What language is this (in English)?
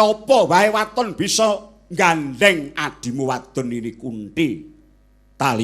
Javanese